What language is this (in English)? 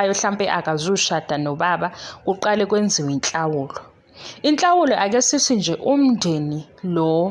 Zulu